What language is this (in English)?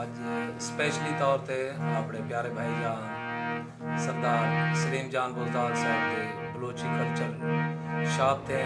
Saraiki